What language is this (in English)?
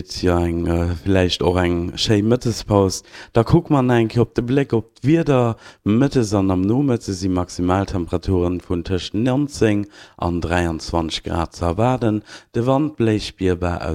Luxembourgish